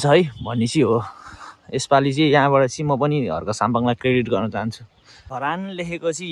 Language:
Nepali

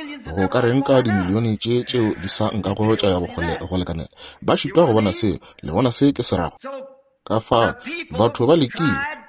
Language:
Northern Sotho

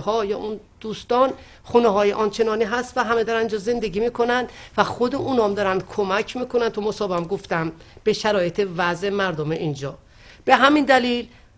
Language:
Persian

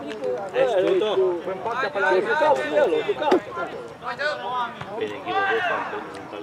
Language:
Romanian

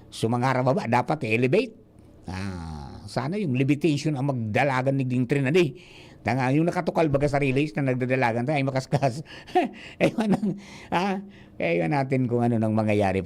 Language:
Bikol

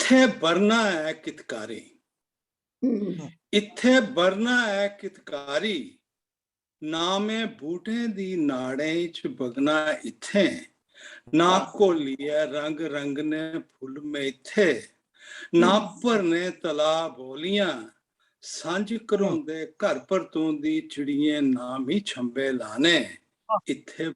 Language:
Dogri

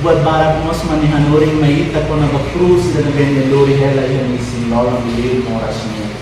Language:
Tetum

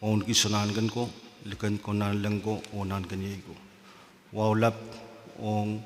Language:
Pohnpeian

